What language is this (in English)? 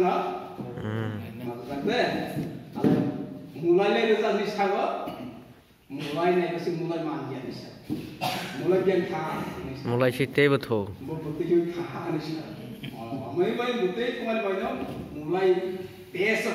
Kok Borok